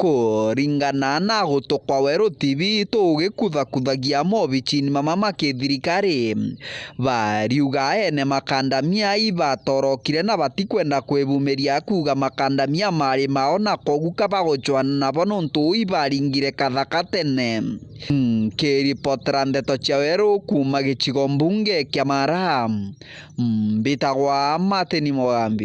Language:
Meru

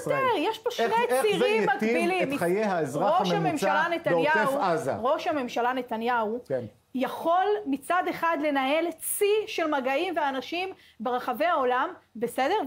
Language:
Hebrew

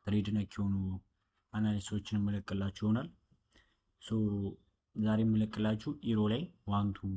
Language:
Amharic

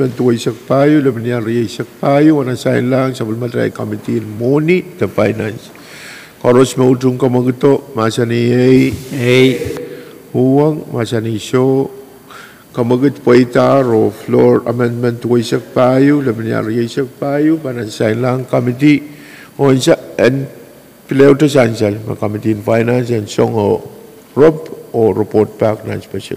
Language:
Pohnpeian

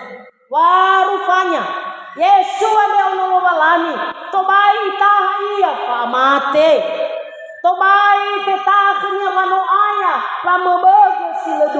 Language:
Nias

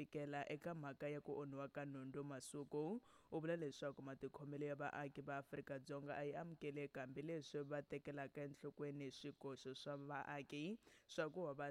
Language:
Tsonga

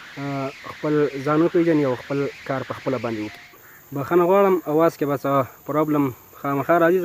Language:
Pashto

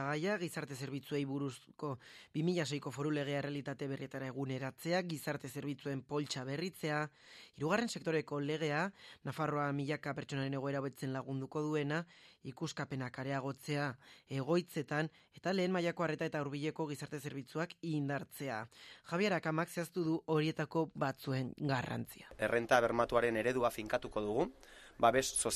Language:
Basque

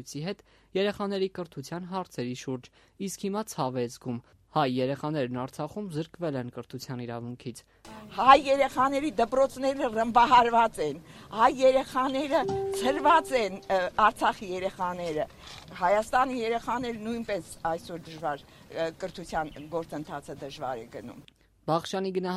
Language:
Armenian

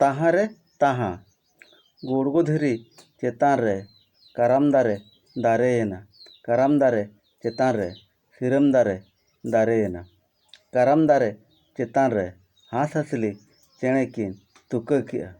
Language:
Santali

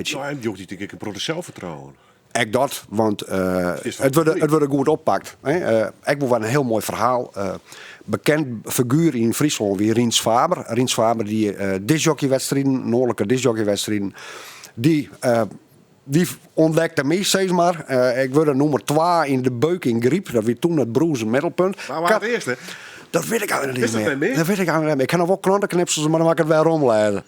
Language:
Western Frisian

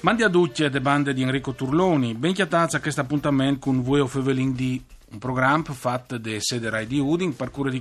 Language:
Friulian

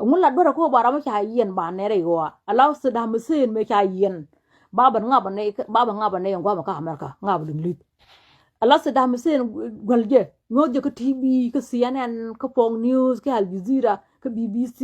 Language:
Nuer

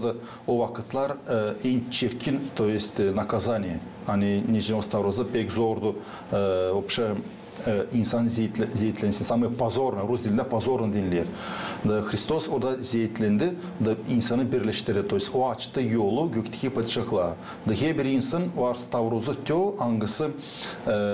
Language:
Gagauz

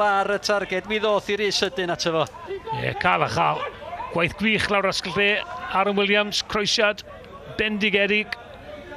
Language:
Welsh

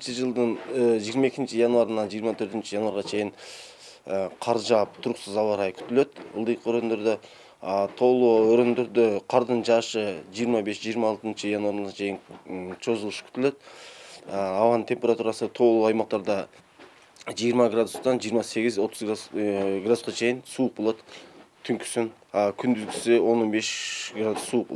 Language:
Kyrgyz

